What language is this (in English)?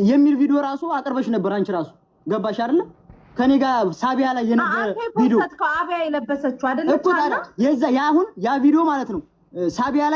Amharic